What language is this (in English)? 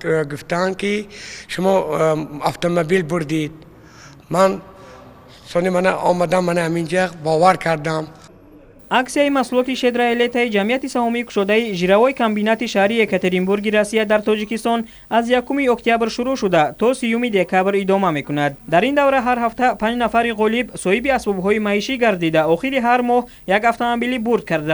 Tajik